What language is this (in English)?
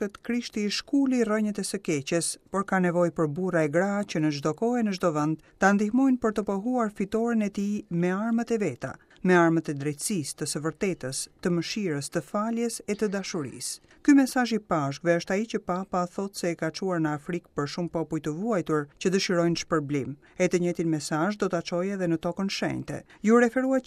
Albanian